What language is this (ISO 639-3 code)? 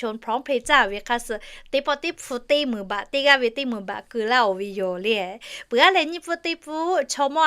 lhu